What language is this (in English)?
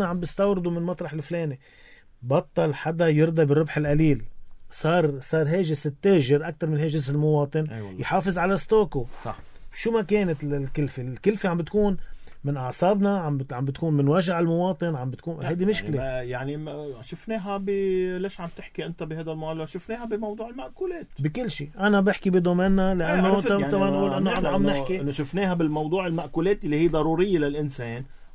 North Levantine Arabic